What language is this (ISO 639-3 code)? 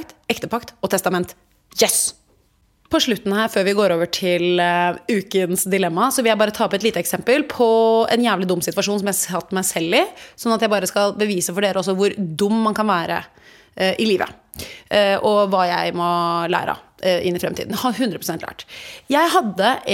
nor